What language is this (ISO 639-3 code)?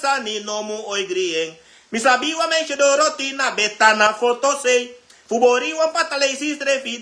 srn